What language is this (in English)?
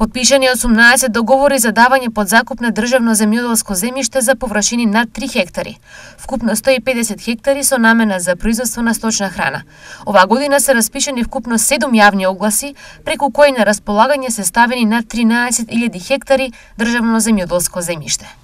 Macedonian